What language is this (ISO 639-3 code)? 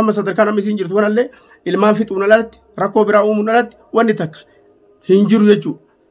orm